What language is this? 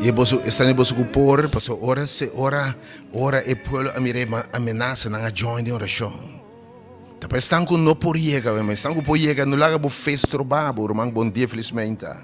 Papiamento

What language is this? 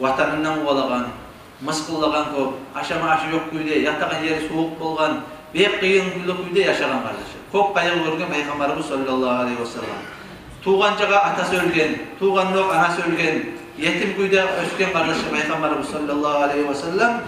Kumyk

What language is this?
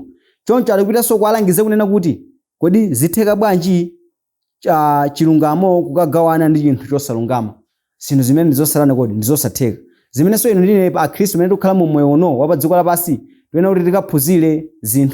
Nyanja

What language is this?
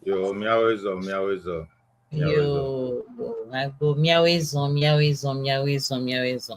Ewe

